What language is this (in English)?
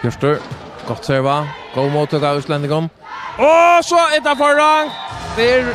Faroese